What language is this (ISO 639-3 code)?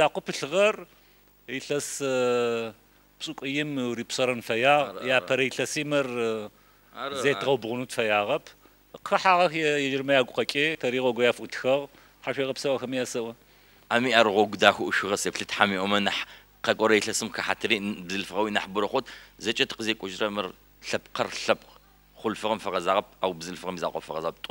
ady